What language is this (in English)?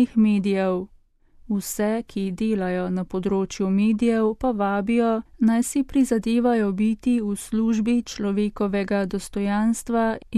Slovenian